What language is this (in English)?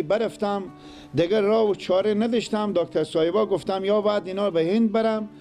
Persian